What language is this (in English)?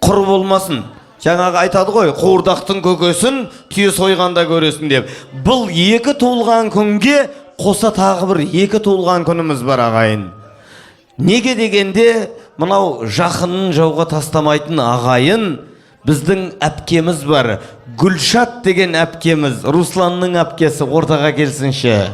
Kazakh